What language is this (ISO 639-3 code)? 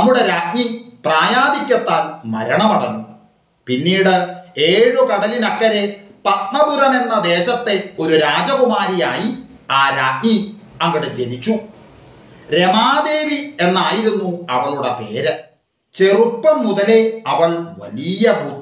mal